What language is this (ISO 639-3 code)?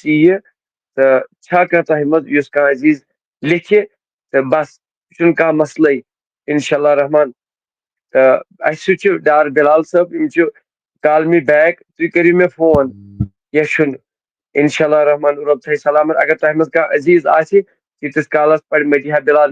kas